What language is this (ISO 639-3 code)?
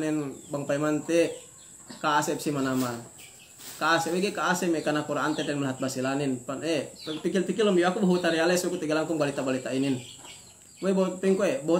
yka